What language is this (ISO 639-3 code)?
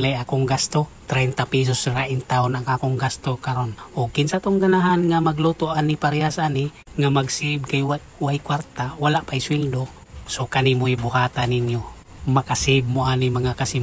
ceb